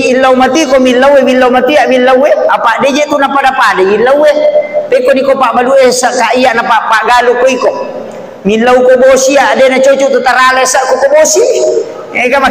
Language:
Buginese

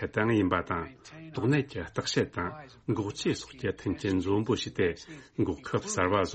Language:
Tibetan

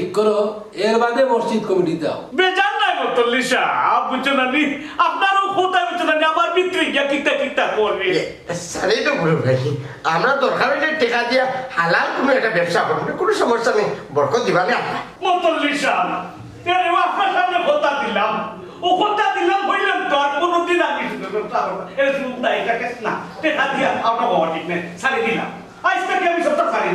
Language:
Sylheti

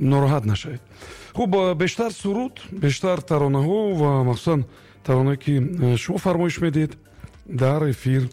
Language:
Tajik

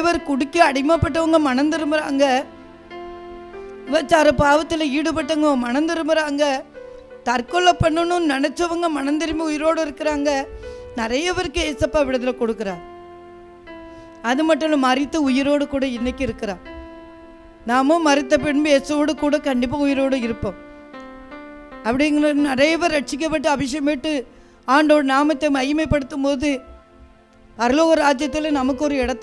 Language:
Tamil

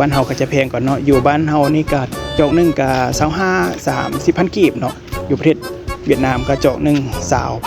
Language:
Lao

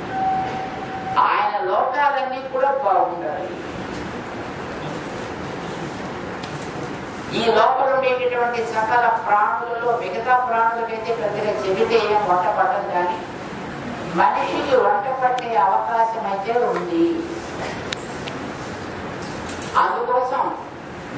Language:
Telugu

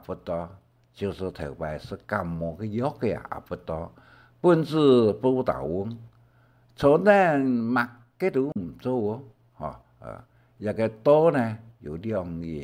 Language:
Hakka Chinese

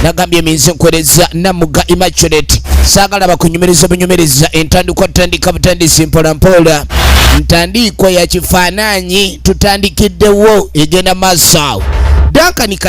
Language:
Ganda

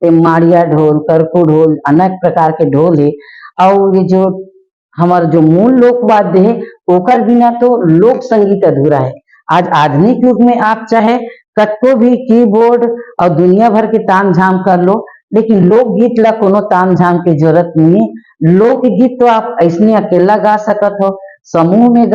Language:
Chhattisgarhi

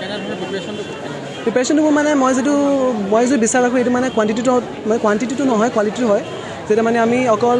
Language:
Assamese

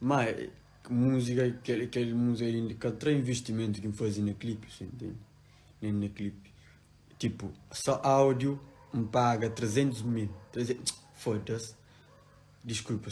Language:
Kabuverdianu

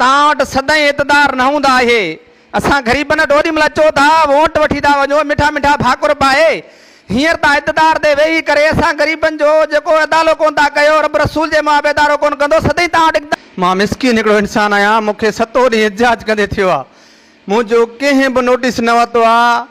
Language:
Sindhi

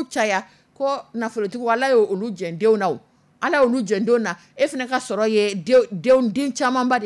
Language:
Dyula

